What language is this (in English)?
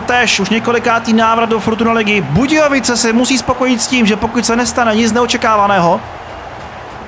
Czech